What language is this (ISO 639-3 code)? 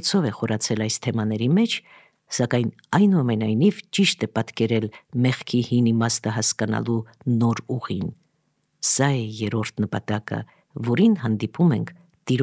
hye